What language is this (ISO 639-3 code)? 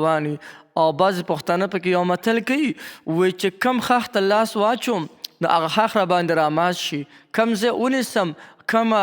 pus